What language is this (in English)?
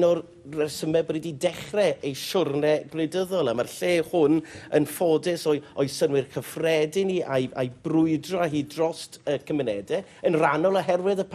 Welsh